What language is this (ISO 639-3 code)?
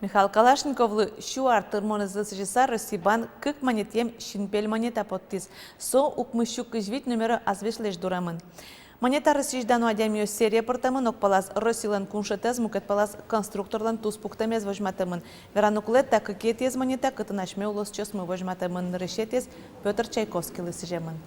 udm